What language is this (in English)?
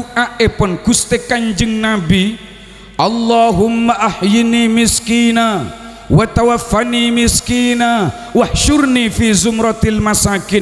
Madurese